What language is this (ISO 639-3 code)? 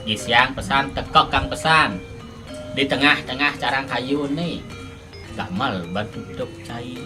ban